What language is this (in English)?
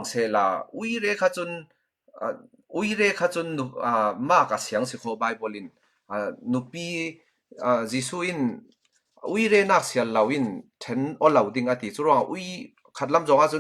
Falam Chin